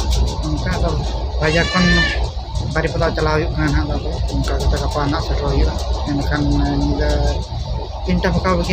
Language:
Santali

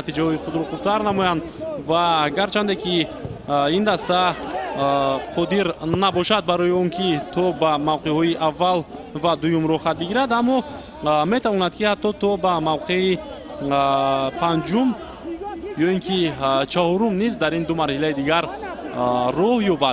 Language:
Tajik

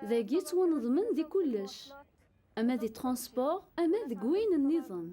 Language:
Kabyle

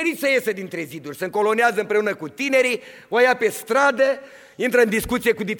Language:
Romanian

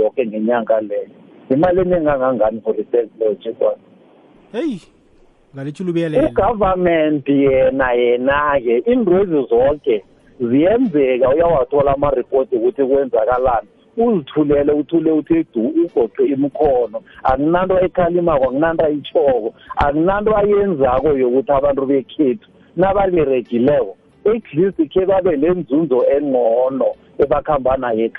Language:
South Ndebele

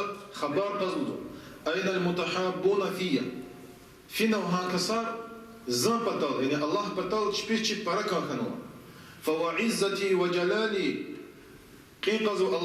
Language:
Lezghian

